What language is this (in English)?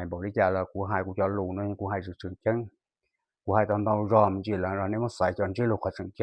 Hmong